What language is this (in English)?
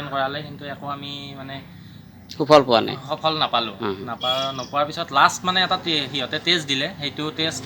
Assamese